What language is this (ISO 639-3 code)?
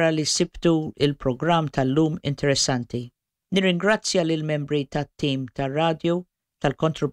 mlt